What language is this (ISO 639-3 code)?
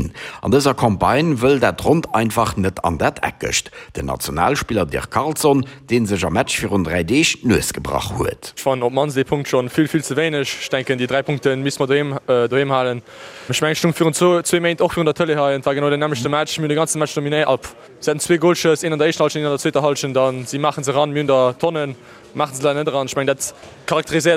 ltz